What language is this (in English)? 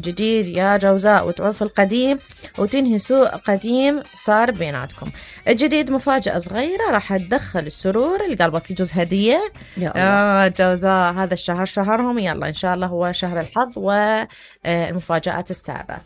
Mesopotamian Arabic